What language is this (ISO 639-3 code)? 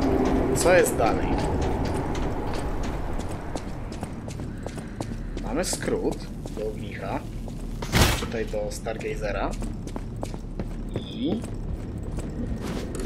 pol